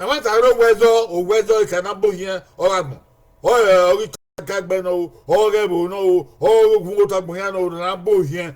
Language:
Bini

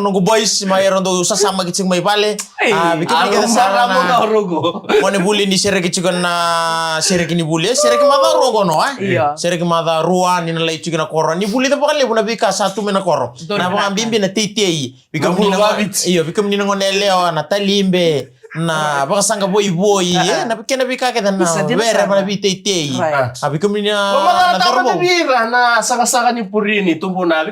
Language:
Fijian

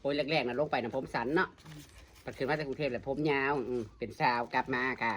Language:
Northeastern Thai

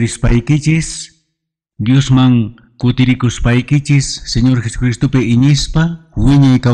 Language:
Quechua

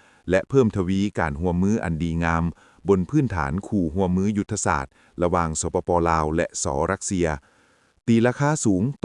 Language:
Lao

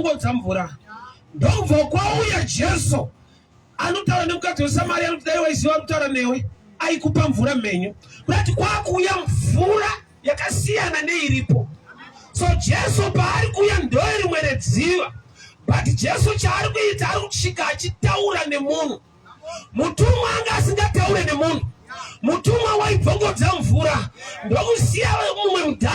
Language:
Shona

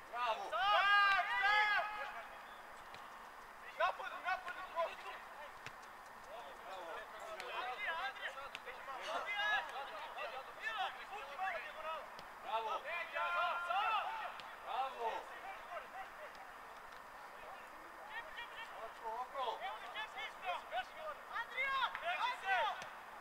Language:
Serbian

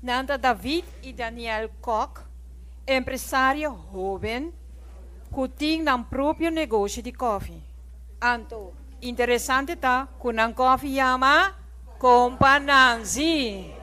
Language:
Papiamento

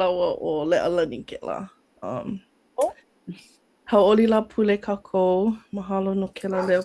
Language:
Hawaiian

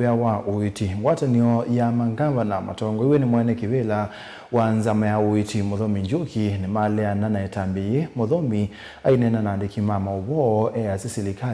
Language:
Kamba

